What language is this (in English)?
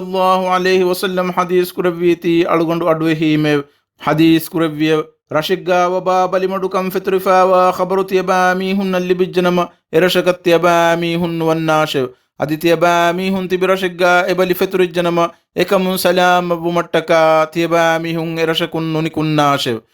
Divehi